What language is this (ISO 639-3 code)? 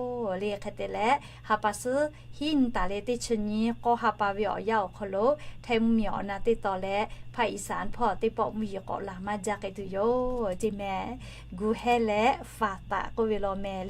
lhu